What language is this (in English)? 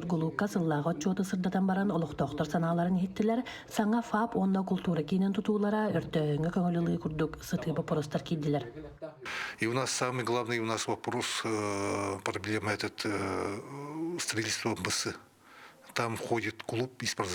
Yakut